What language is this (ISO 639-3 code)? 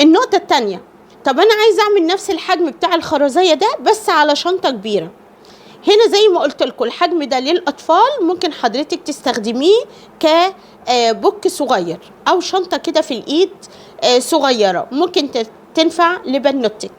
arz